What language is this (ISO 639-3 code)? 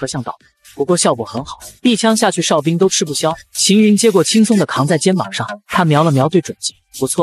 zho